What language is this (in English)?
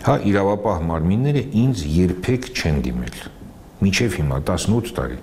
Armenian